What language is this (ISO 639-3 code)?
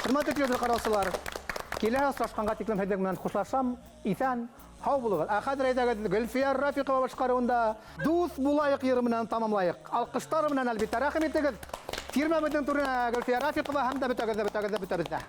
bak